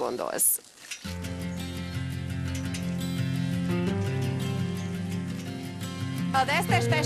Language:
Hungarian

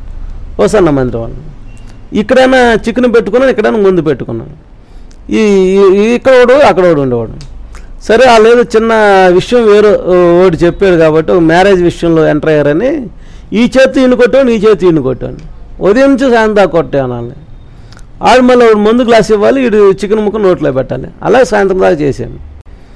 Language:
Telugu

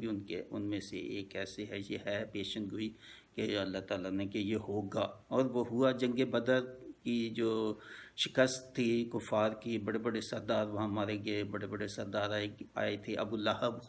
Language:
Urdu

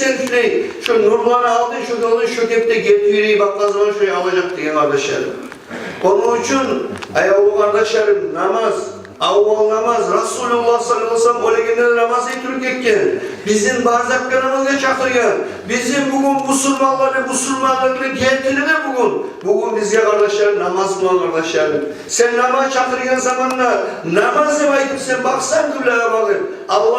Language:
Kumyk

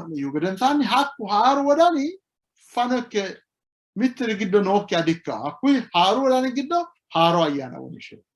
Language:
Sidamo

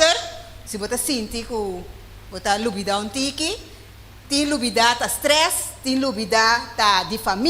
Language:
Papiamento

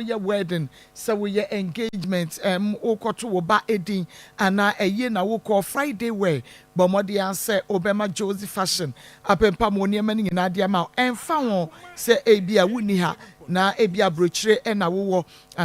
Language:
Akan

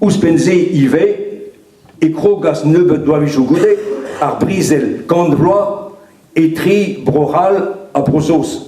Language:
Breton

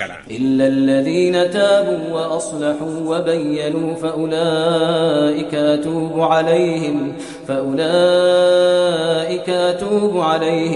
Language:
Kashmiri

